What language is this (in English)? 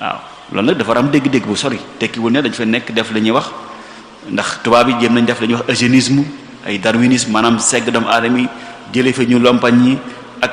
Wolof